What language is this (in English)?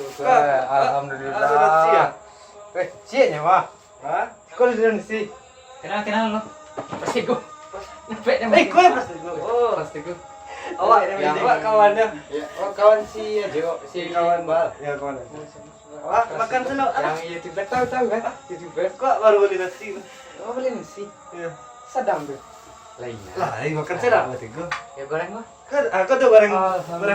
Minangkabau